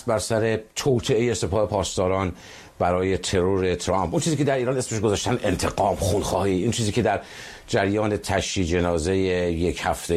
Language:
Persian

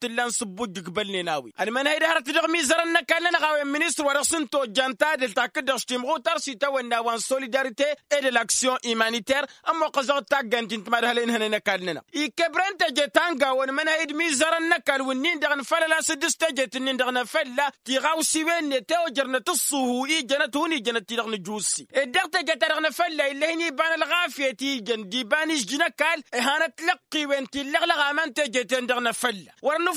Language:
Tamasheq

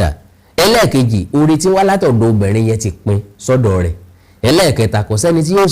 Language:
Yoruba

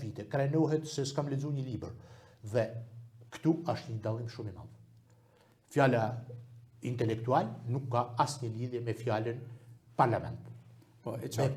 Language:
Albanian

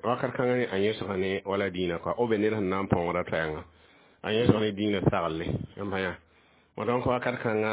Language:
Mossi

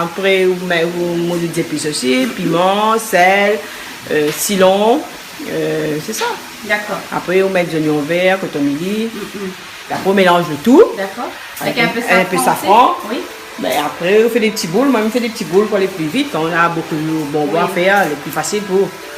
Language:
Réunion Creole French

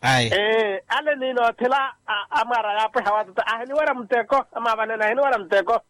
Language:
Makhuwa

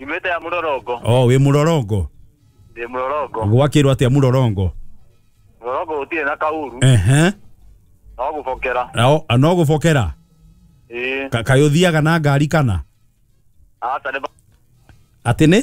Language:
Kikuyu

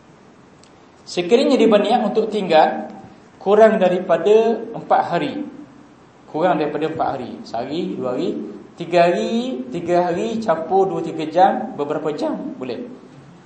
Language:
Malay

